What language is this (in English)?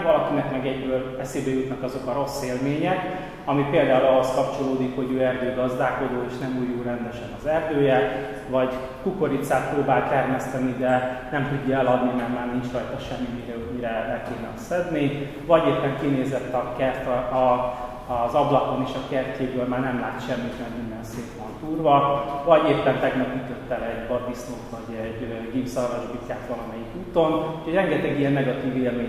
Hungarian